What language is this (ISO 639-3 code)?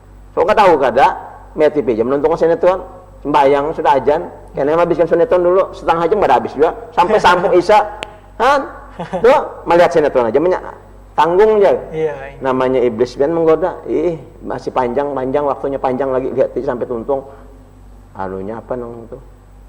bjn